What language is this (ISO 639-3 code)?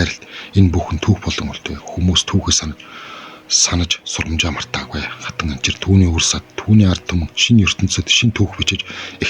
mon